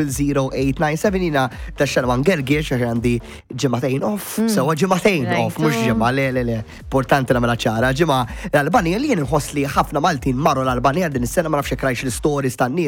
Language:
Maltese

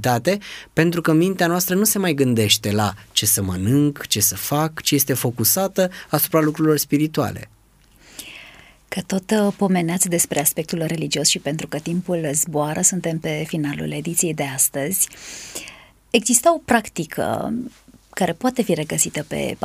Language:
Romanian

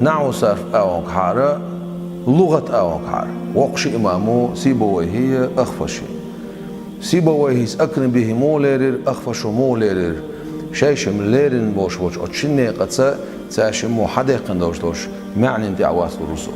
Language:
Chechen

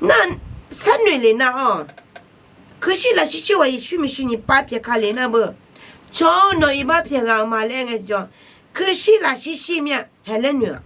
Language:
Akha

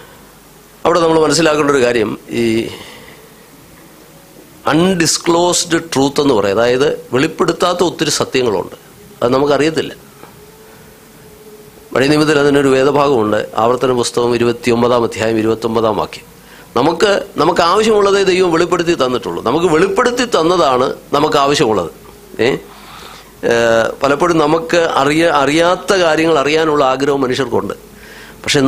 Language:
Malayalam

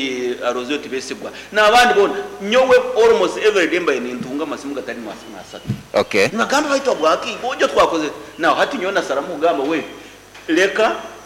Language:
Nyoro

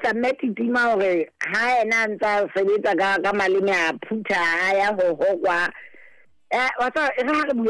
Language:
Southern Sotho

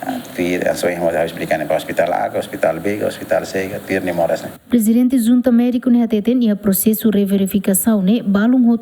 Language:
Tetum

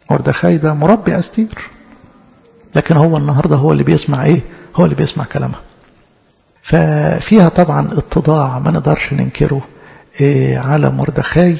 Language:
Egyptian Arabic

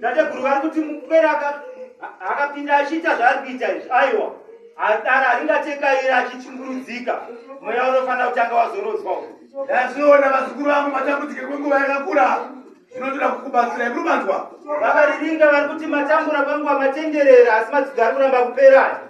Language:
Shona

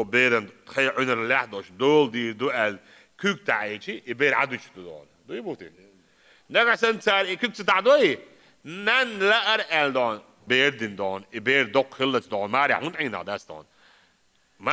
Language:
Chechen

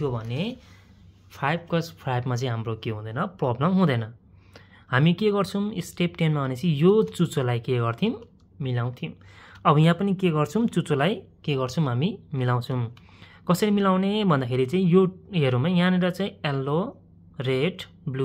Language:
Nepali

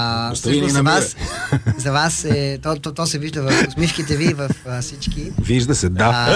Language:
Bulgarian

